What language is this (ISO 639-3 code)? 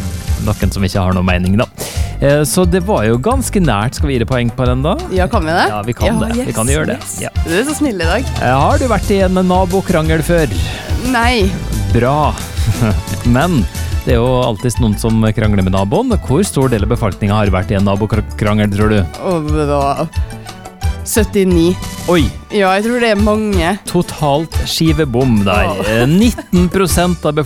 nor